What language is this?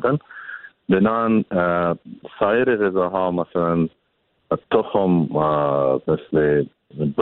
Persian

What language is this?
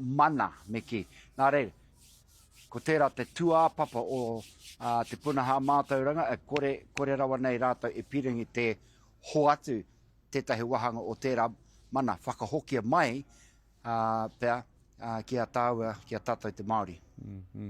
Māori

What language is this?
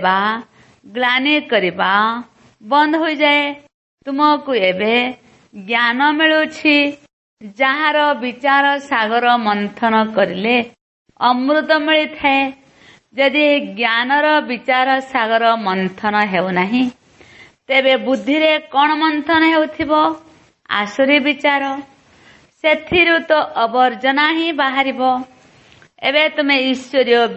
Odia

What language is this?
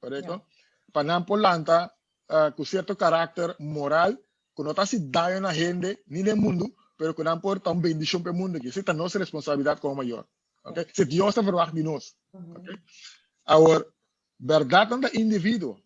Papiamento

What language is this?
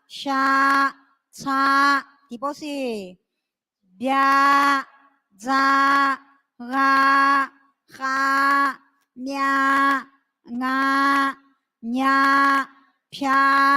Akha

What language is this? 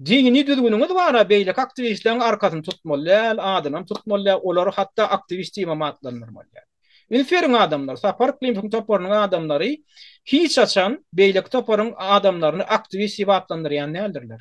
Turkmen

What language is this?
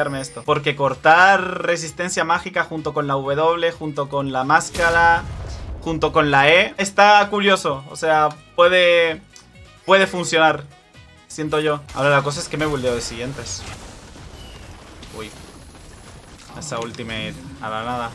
Spanish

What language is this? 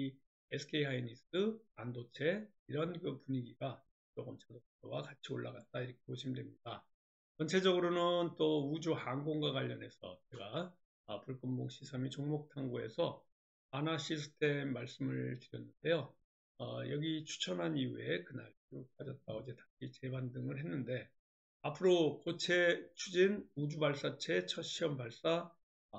Korean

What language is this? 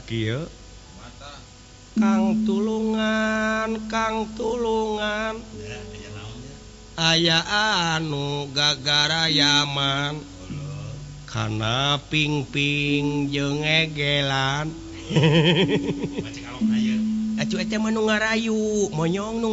Sundanese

